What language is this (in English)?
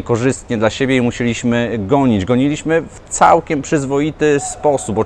Polish